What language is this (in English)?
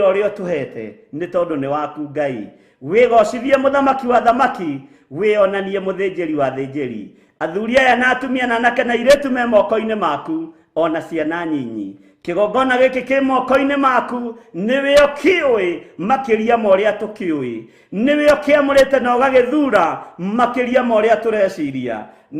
Kikuyu